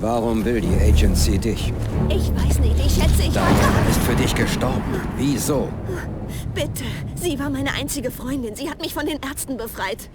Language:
Bavarian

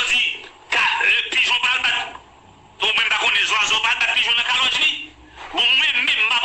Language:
Haitian Creole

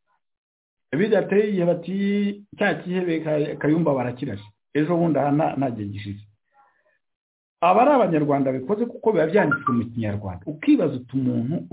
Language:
Kinyarwanda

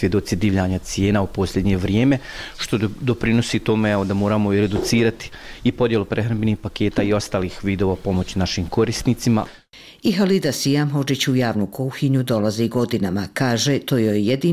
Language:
Bosnian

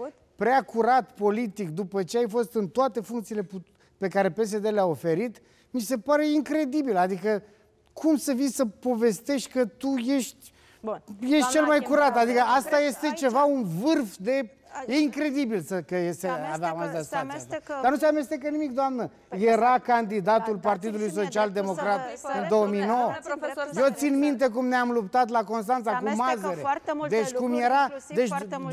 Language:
Romanian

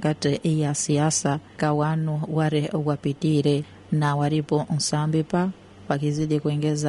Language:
Swahili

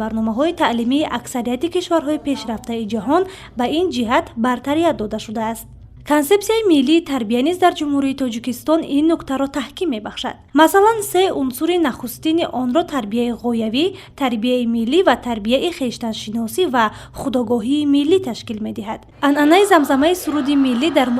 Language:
Tajik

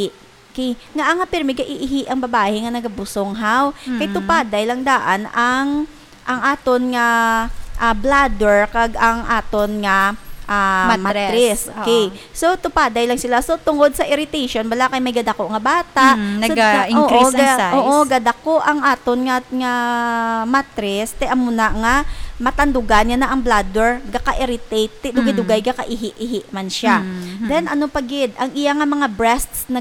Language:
Hiligaynon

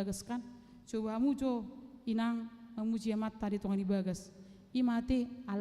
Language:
Batak Toba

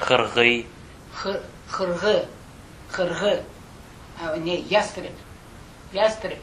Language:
Crimean Tatar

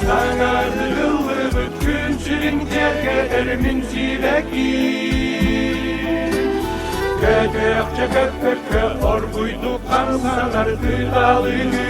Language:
Yakut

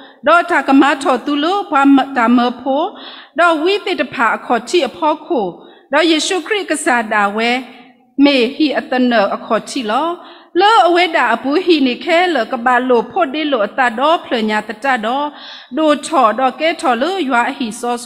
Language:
S'gaw Karen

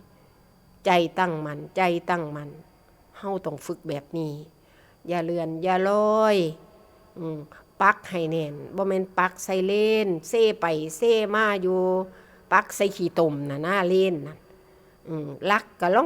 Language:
Northeastern Thai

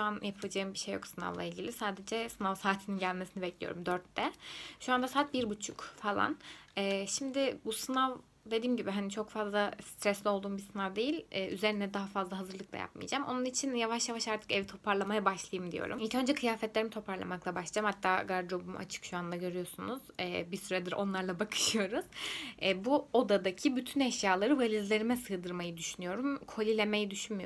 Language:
Turkish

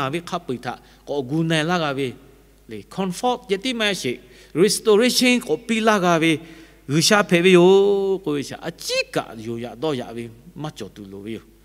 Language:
Lahu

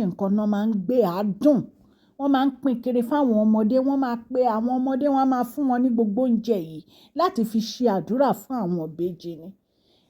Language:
Yoruba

